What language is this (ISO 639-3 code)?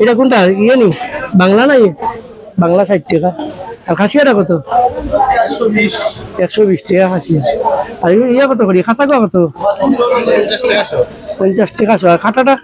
syl